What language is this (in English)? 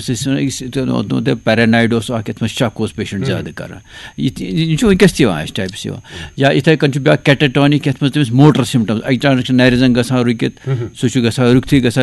Kashmiri